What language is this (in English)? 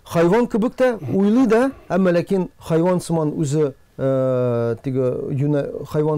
Tatar